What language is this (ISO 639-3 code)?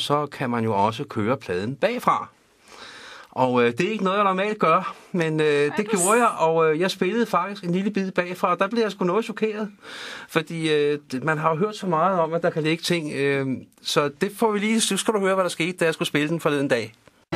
dan